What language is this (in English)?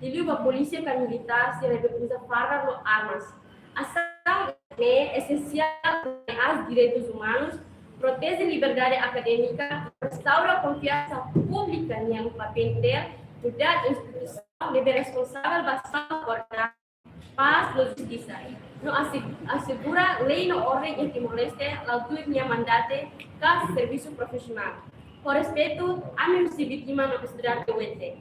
Tetum